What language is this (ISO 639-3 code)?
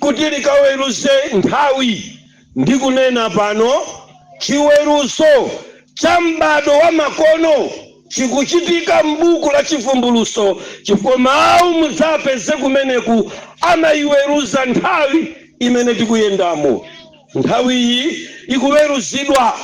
nya